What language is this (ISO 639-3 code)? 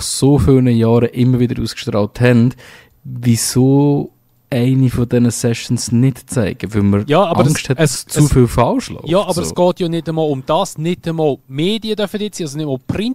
gsw